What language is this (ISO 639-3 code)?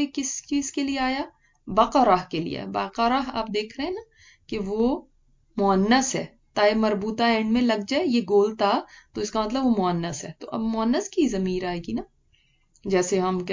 urd